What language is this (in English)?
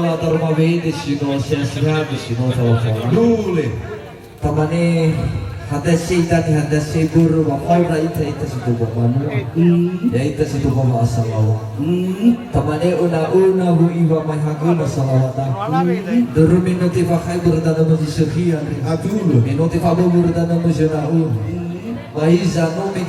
Nias